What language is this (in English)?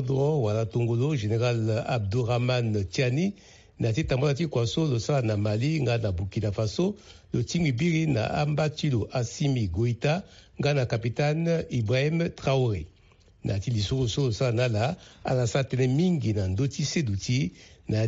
Sango